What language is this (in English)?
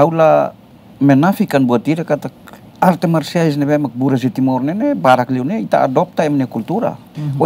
Tetum